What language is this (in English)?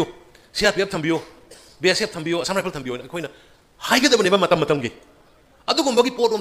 Manipuri